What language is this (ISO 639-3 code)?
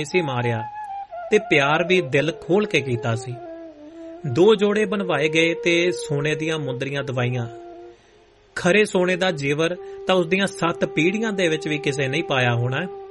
pan